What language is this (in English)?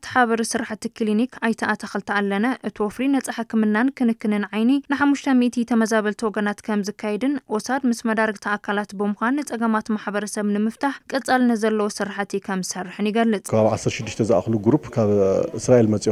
Tigrinya